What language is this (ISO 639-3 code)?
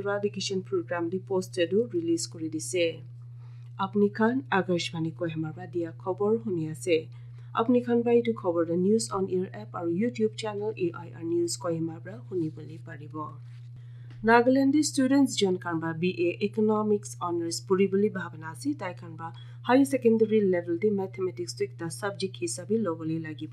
nag